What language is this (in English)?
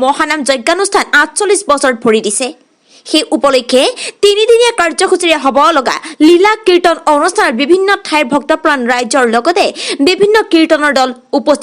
Assamese